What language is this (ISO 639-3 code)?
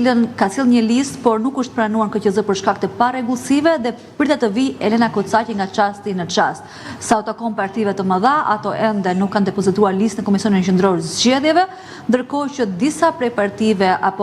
sqi